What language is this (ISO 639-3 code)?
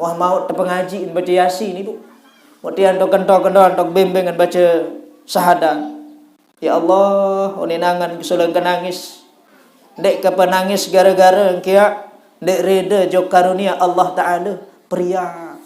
sas